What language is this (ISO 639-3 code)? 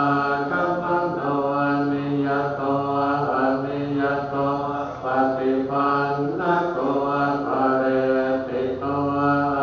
pli